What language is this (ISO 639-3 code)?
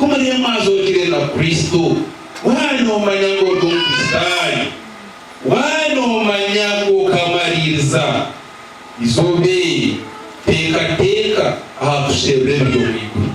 nyn